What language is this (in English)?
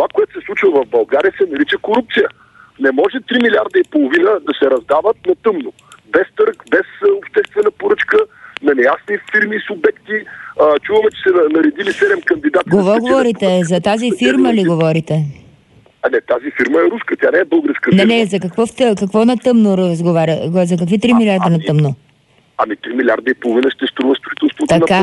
Bulgarian